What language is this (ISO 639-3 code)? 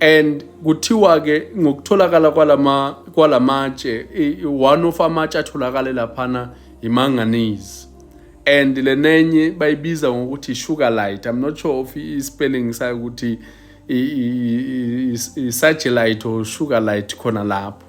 zul